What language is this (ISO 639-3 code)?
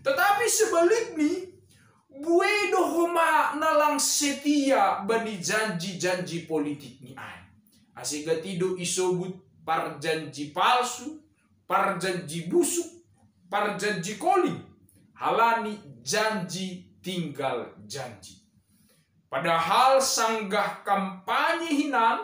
bts